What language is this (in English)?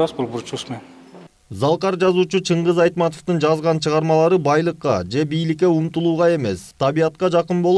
Kyrgyz